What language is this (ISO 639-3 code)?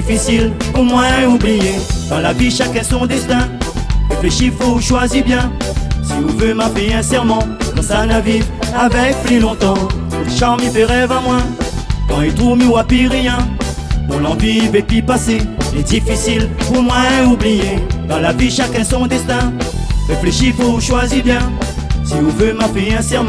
rcf